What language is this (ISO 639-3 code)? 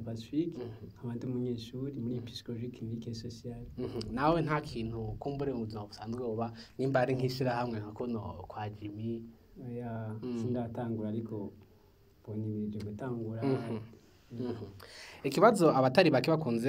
run